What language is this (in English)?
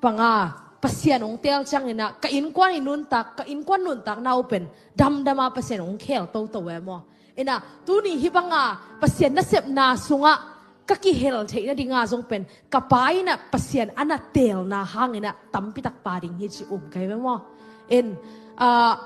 Tedim Chin